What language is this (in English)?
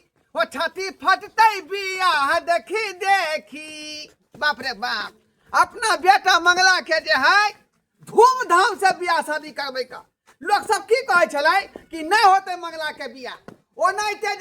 Maithili